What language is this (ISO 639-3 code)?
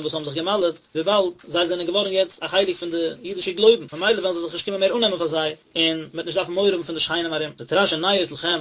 yid